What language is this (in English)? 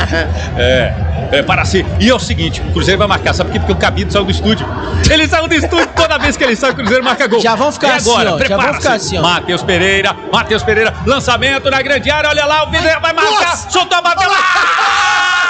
Portuguese